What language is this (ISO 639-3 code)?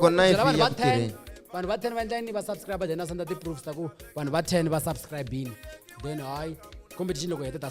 tso